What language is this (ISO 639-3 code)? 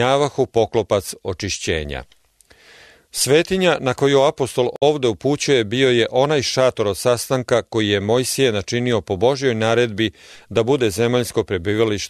srp